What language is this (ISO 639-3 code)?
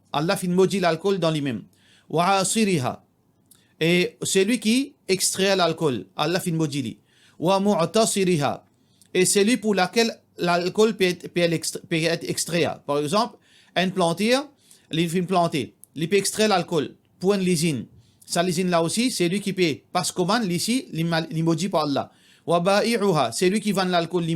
mfe